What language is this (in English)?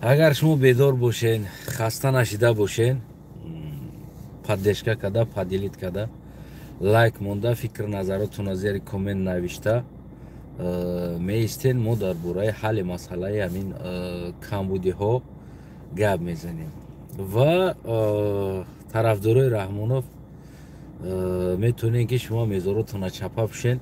Tajik